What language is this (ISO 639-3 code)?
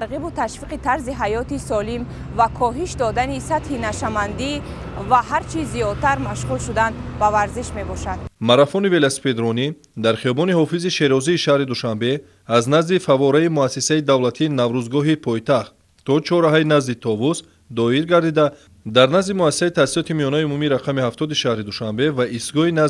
tgk